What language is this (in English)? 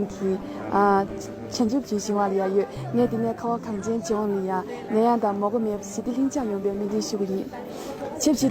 Tibetan